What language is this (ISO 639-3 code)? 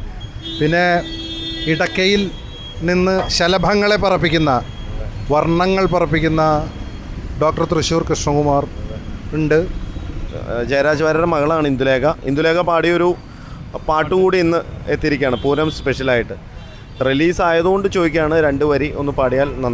mal